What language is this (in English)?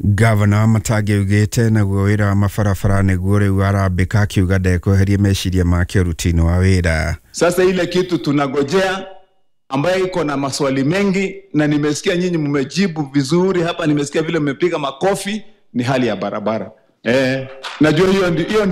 Kikuyu